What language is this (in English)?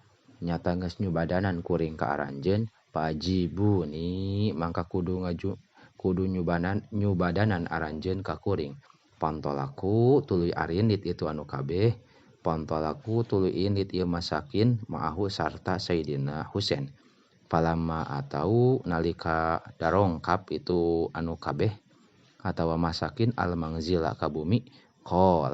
Sundanese